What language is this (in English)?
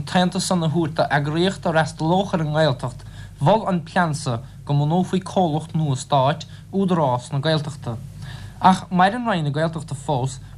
Irish